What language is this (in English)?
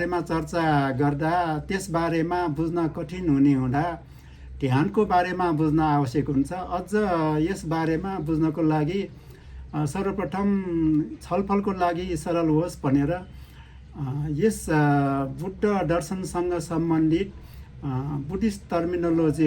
Nepali